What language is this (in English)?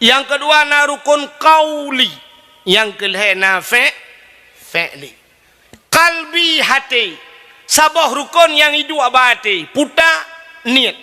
Achinese